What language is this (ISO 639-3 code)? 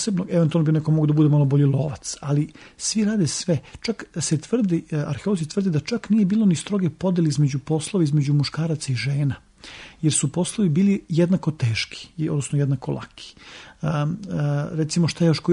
srp